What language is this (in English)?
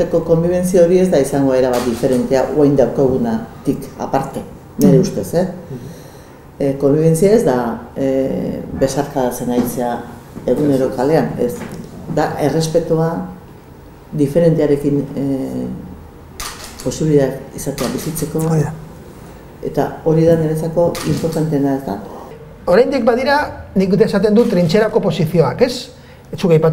Basque